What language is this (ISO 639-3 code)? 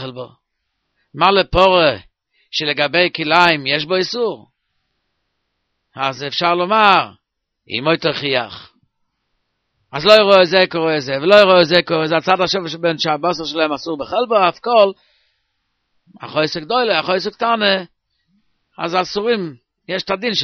heb